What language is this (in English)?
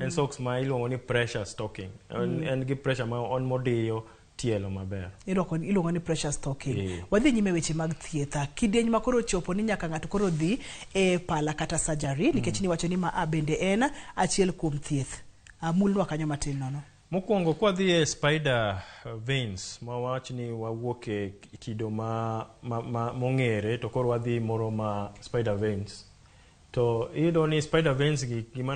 Luo (Kenya and Tanzania)